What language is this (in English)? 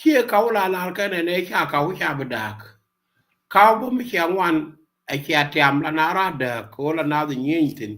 Nuer